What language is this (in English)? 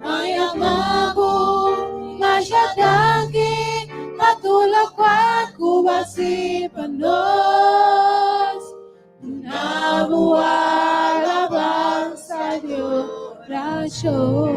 Papiamento